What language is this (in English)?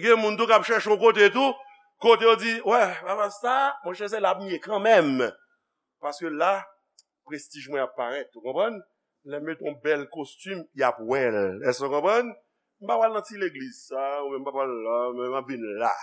Haitian Creole